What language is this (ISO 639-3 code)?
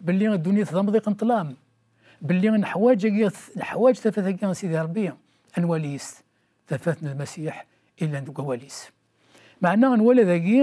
kab